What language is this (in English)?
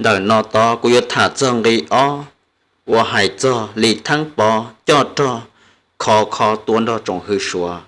Hmong